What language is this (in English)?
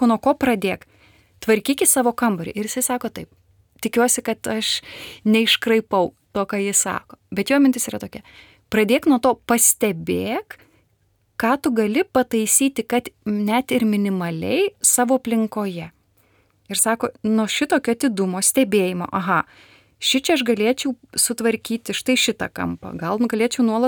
Lithuanian